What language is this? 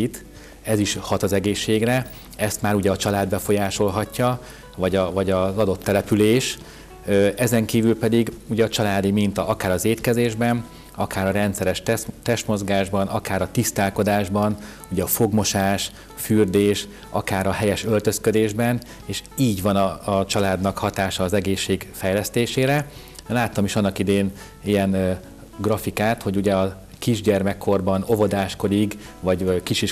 Hungarian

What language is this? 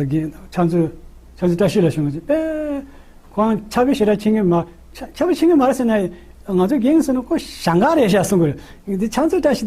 Tibetan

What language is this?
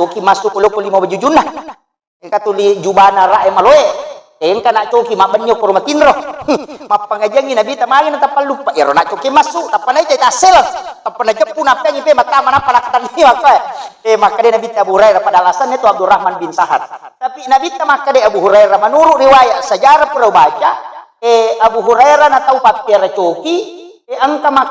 Buginese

